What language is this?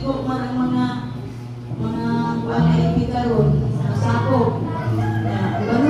Cebuano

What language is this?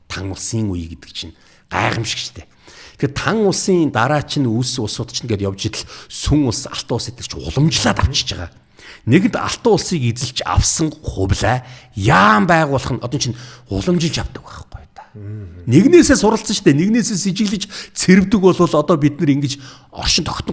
Mongolian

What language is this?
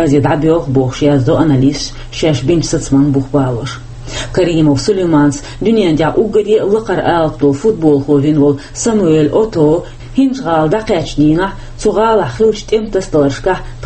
Chechen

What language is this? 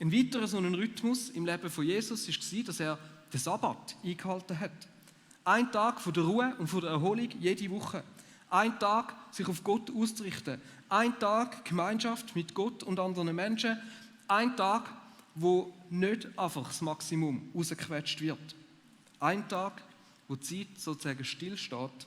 Swiss German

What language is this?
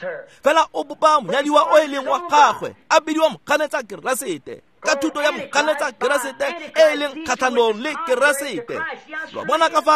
Tswana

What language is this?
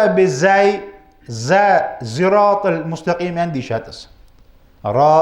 Ingush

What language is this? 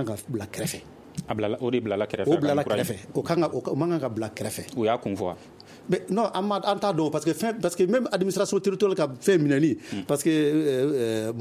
Bambara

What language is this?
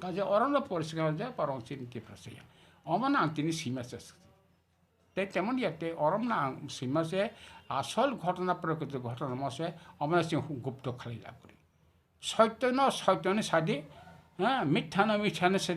Kok Borok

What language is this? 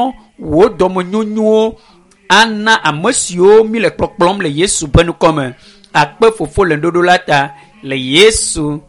Ewe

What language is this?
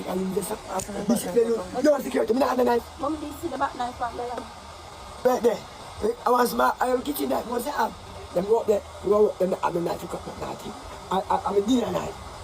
Jamaican Creole English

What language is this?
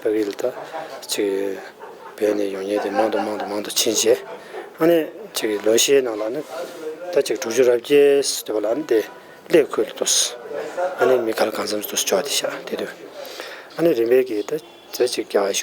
Tibetan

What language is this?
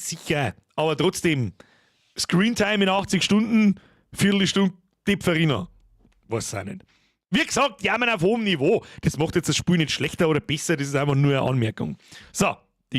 Bavarian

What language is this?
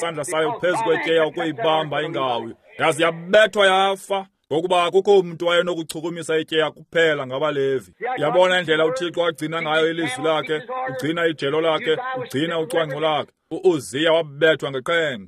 Xhosa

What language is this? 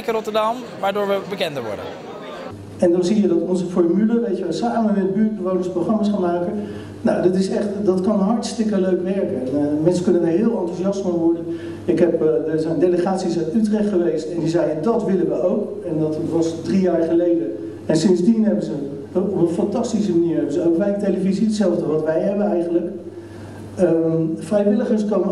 Dutch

